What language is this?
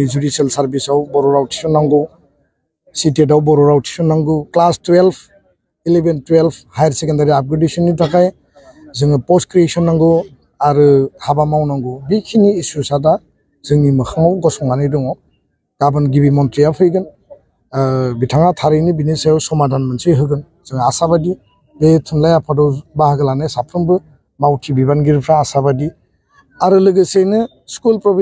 Bodo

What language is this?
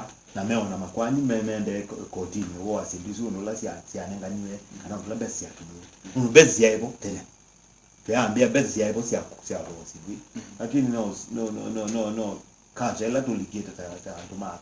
Kamba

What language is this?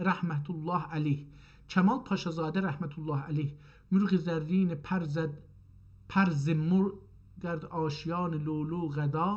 South Azerbaijani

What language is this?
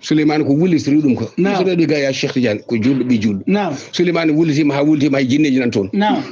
Fula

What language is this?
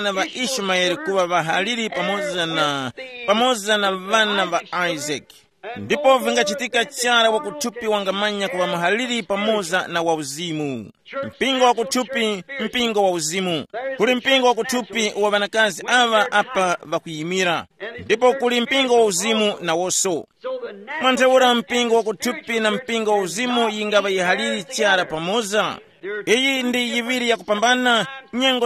Tumbuka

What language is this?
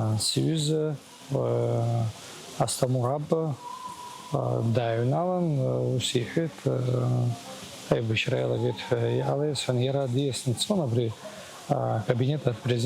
Abkhazian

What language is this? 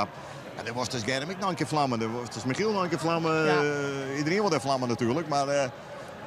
Western Frisian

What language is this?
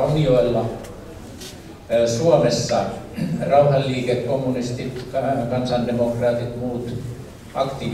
Finnish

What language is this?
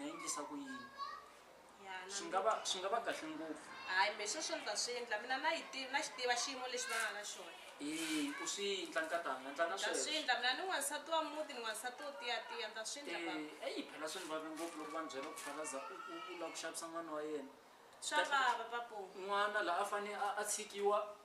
Tsonga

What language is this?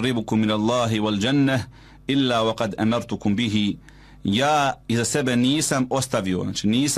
Bosnian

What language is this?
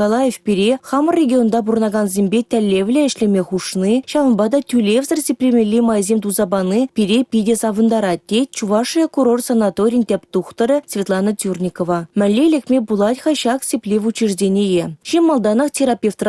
Chuvash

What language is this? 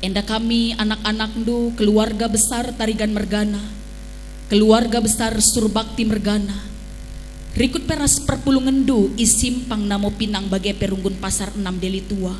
Batak Karo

